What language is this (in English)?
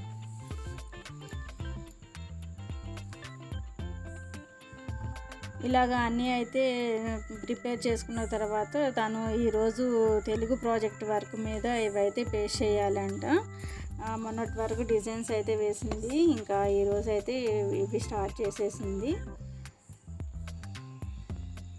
Telugu